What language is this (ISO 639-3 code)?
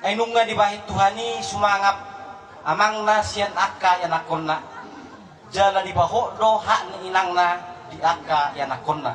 bbc